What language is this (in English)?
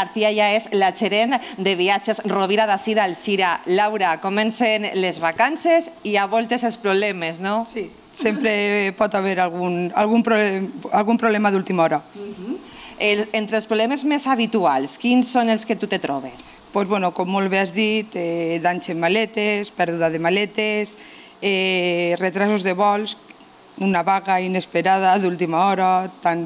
Catalan